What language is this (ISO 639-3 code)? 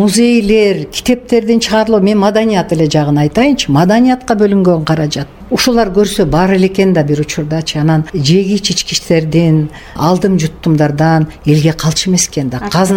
kir